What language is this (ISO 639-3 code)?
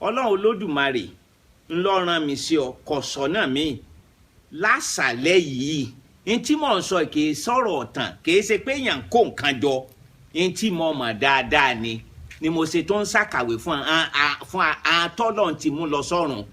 yor